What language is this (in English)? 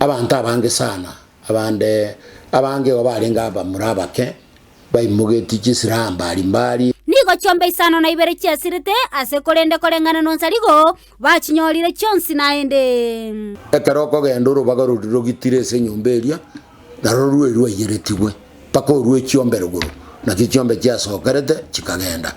Gusii